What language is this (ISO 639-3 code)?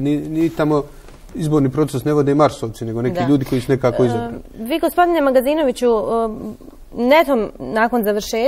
bos